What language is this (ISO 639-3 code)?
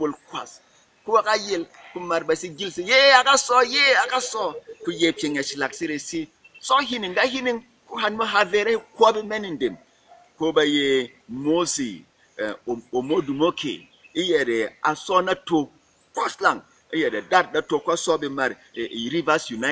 bom